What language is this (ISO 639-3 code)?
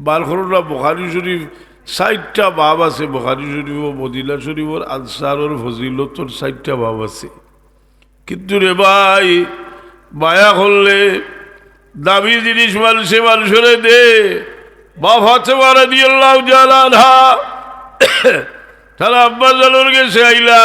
syl